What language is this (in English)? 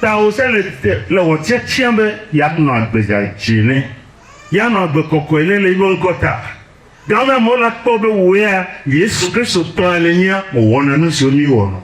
Ewe